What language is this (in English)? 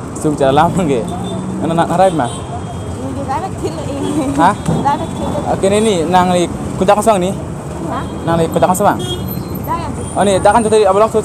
Karbi